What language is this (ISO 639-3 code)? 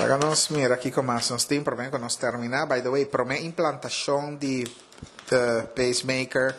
pap